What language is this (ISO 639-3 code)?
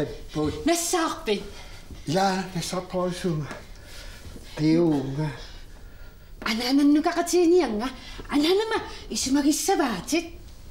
kal